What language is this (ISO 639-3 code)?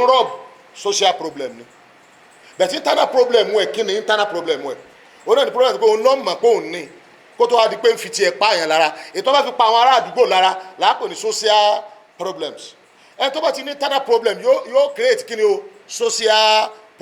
yor